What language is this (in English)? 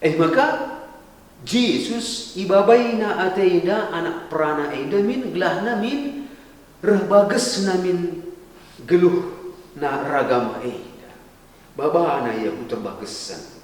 Batak Karo